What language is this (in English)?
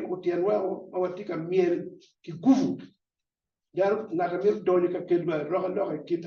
Acoli